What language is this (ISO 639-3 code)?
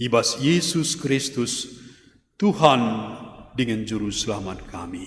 btx